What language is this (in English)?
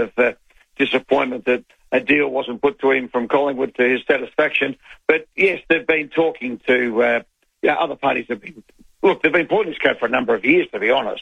English